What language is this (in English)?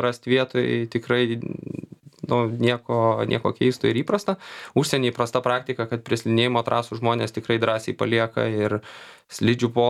Lithuanian